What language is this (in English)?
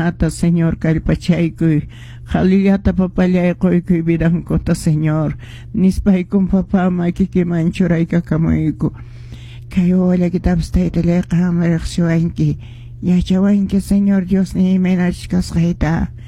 Quechua